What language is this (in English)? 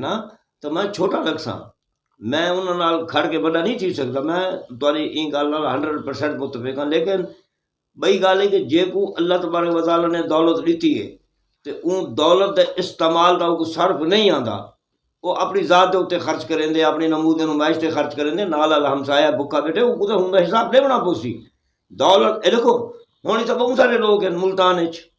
Saraiki